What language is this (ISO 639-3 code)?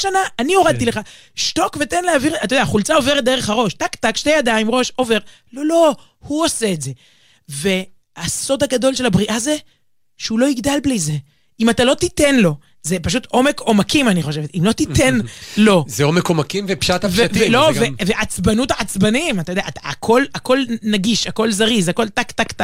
heb